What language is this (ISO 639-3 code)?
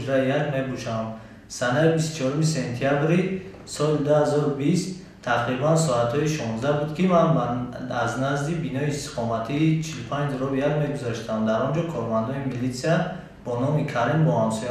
tgk